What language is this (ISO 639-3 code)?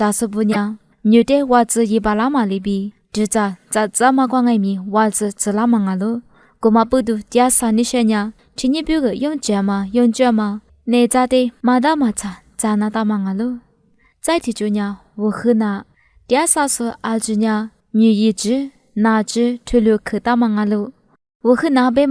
lis